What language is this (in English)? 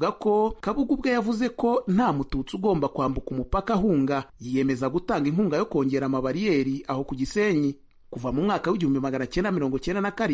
Kinyarwanda